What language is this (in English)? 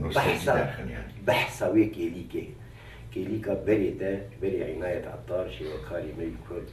Kurdish